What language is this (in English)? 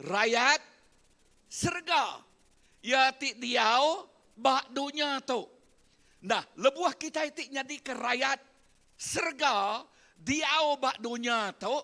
Iban